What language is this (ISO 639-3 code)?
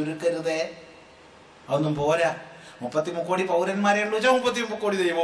mal